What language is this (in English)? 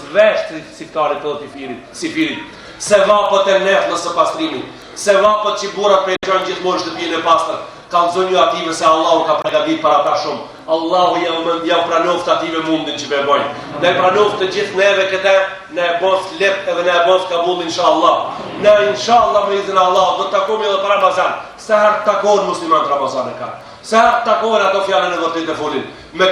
Albanian